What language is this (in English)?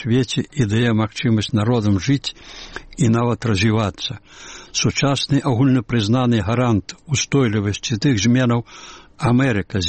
Belarusian